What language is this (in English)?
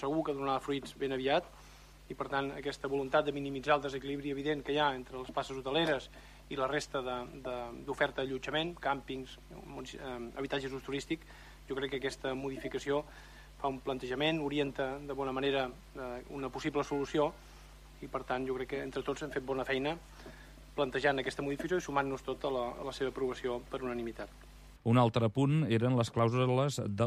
Catalan